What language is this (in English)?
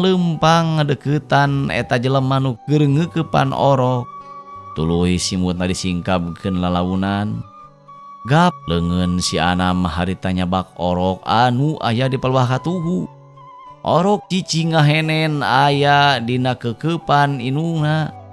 Sundanese